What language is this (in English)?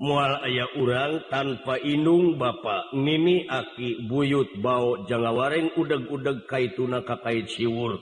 Sundanese